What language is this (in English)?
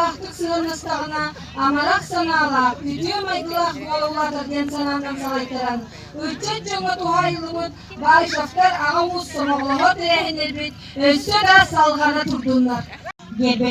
Yakut